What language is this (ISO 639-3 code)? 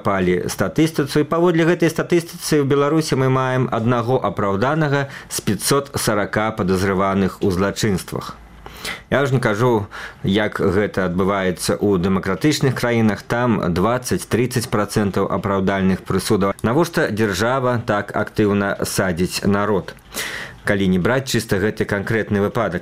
bel